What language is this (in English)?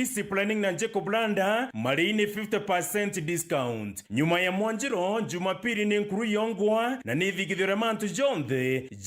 Meru